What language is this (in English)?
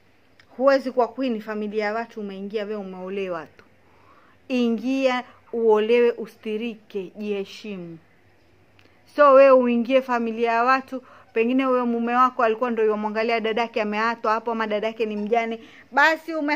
Swahili